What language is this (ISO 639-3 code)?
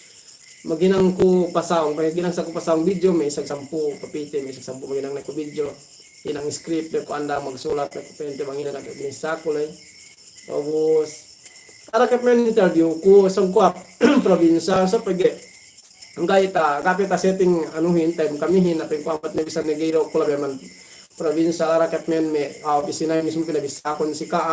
yka